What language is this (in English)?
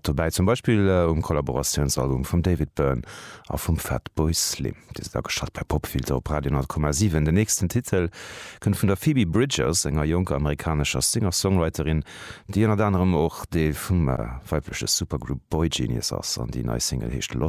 Luxembourgish